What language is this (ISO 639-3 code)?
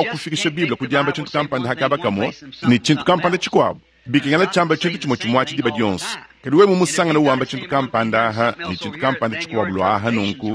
lua